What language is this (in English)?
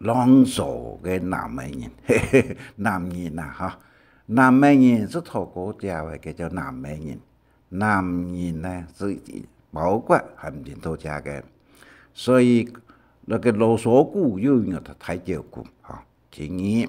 Hakka Chinese